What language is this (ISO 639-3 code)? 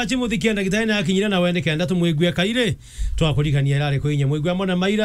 mer